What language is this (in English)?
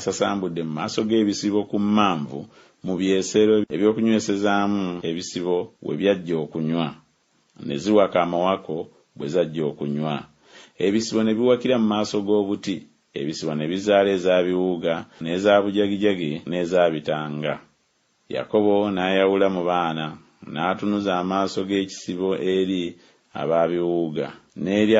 Ganda